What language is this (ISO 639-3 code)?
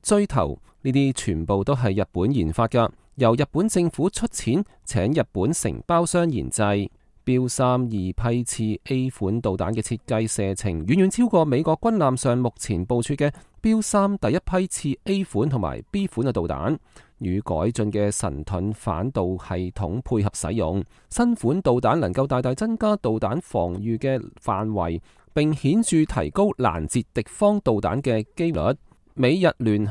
yue